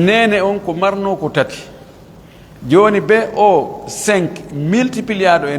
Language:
Pular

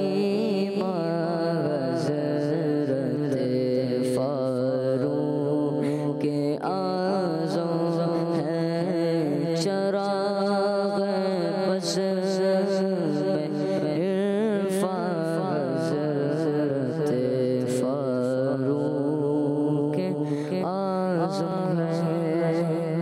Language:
Urdu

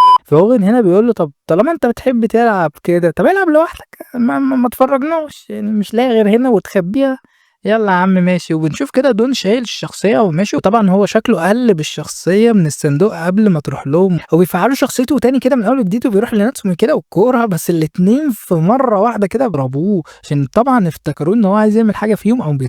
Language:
Egyptian Arabic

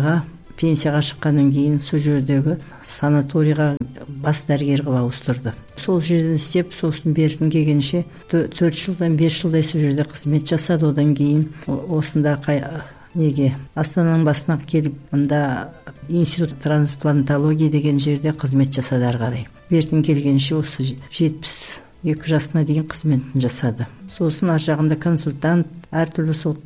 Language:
Kazakh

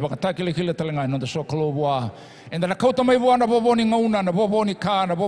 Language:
Fijian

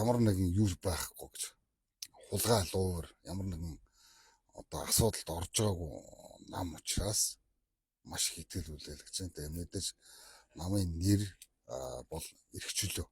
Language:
Mongolian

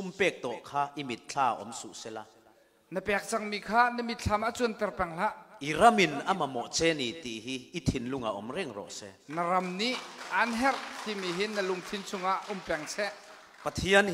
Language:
Falam Chin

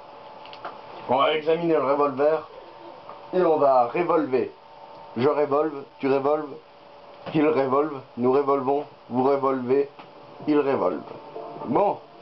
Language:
French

